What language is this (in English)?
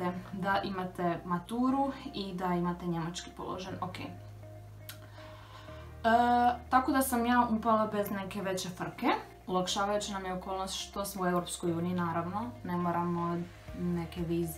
Croatian